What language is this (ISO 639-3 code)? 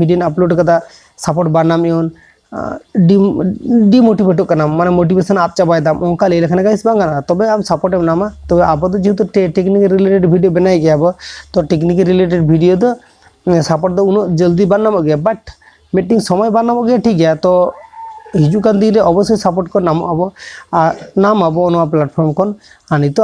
sat